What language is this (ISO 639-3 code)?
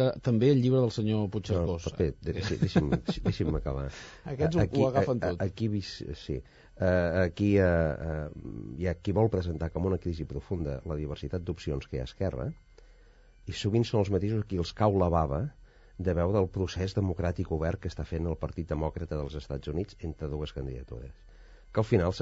cat